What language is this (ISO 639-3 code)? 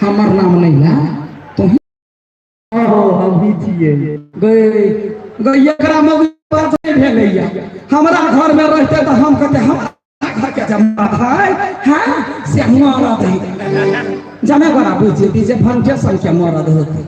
mai